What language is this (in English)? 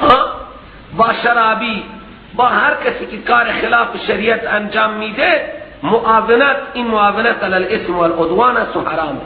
Persian